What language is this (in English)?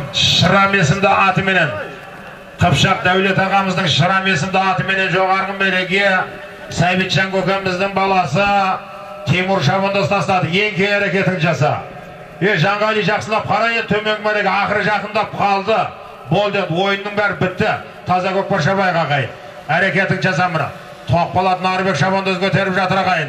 Kazakh